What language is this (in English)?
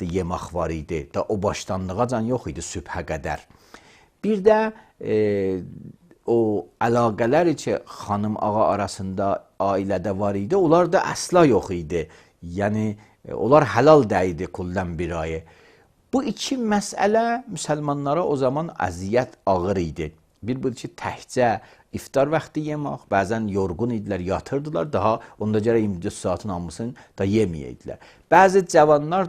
Azerbaijani